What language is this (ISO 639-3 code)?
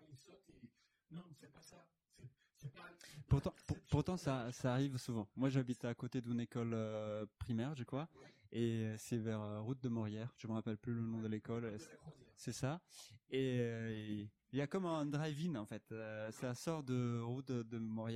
fra